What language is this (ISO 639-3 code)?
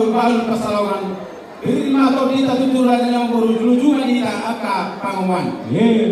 bbc